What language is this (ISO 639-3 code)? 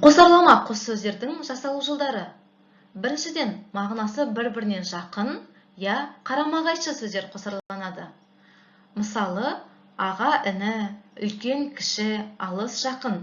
kaz